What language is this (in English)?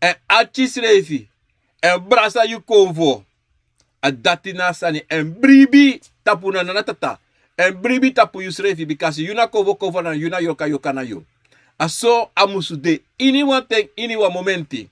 Sranan Tongo